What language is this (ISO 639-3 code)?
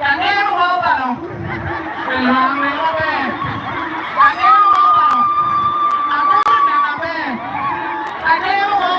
ach